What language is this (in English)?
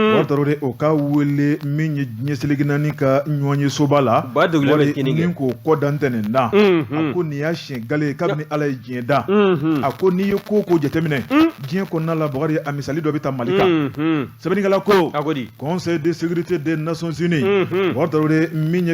Bambara